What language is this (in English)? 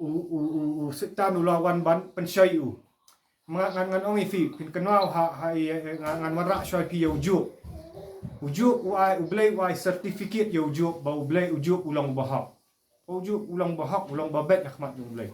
Khasi